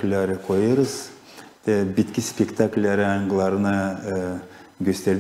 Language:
Gagauz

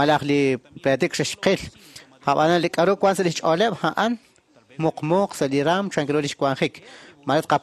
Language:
Kekchí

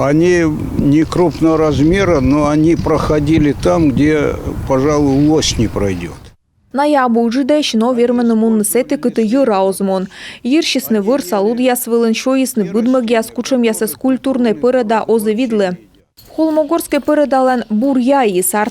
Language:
Komi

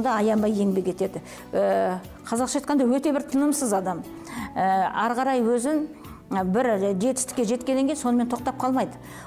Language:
Kazakh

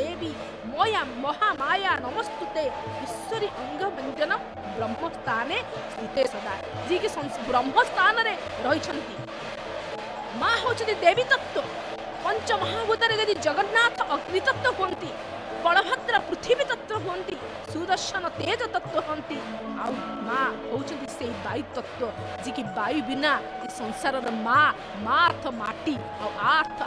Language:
Odia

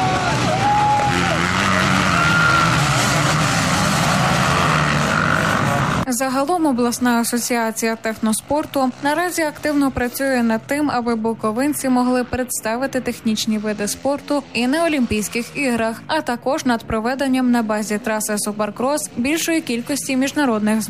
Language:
Ukrainian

